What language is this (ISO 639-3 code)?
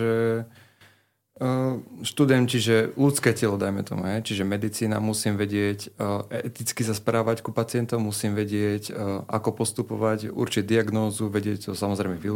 slk